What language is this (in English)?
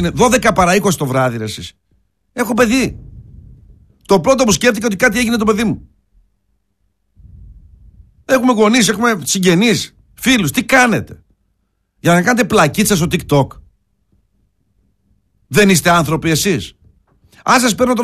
Greek